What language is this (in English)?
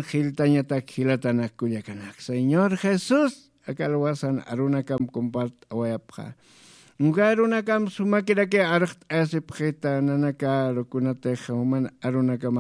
Aymara